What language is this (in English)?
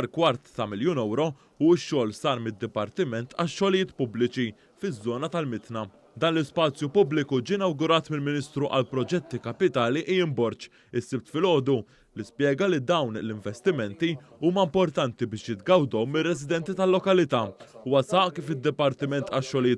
Maltese